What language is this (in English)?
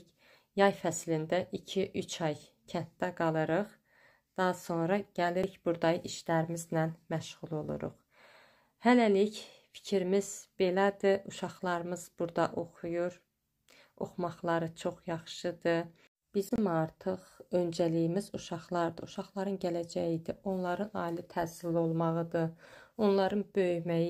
Azerbaijani